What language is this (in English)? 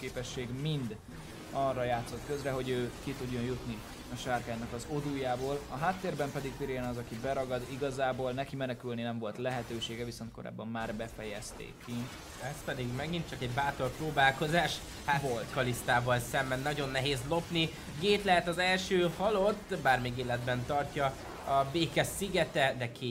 Hungarian